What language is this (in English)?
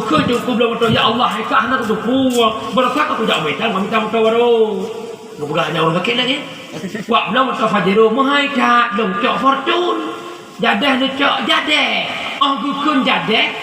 Achinese